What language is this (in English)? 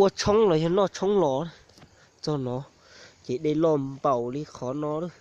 Hmong